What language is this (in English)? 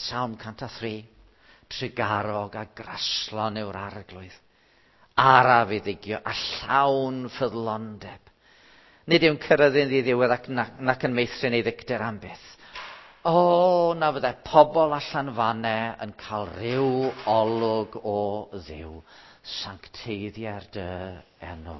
Welsh